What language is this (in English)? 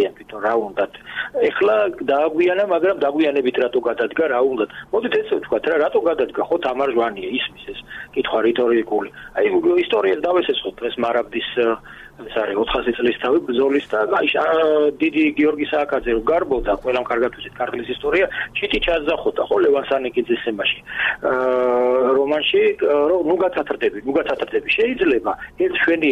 Georgian